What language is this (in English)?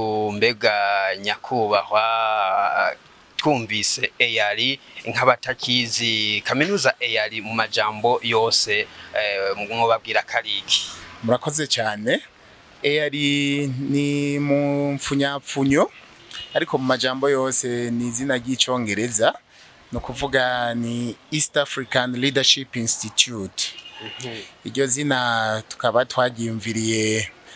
Rundi